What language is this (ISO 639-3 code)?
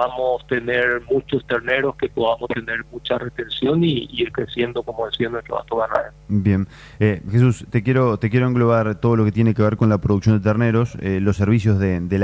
spa